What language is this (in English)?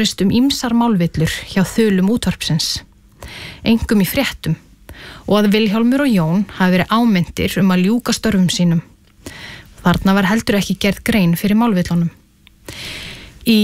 Icelandic